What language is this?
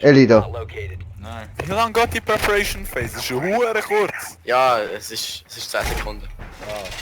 Swiss German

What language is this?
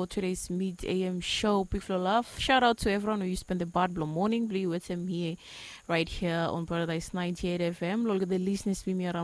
Bislama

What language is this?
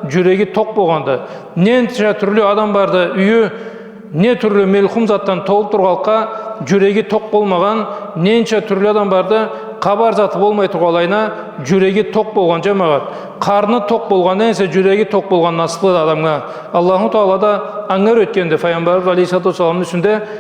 Karachay-Balkar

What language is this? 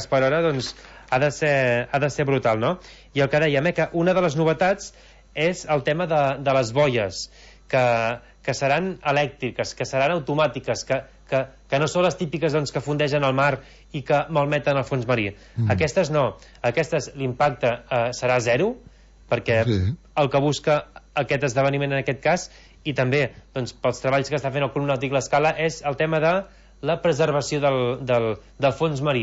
Catalan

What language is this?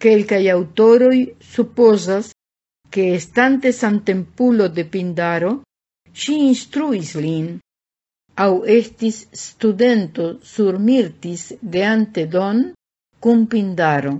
Esperanto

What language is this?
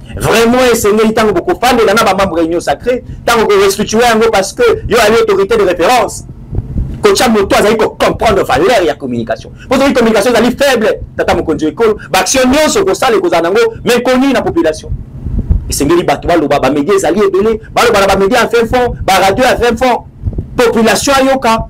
Lingala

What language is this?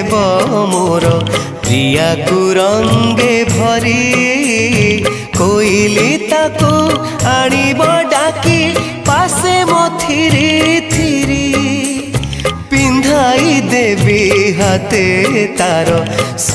Odia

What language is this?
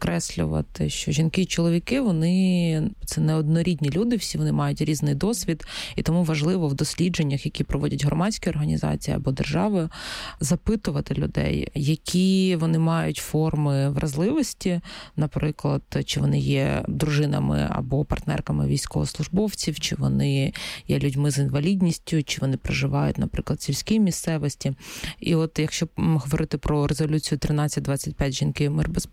Ukrainian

